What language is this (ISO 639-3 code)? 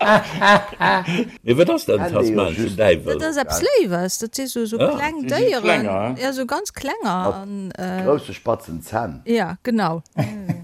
ltz